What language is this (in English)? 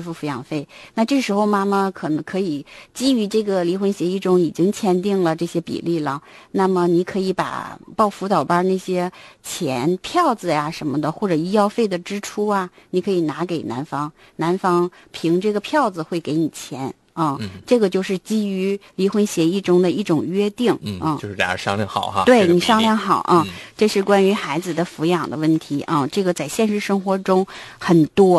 Chinese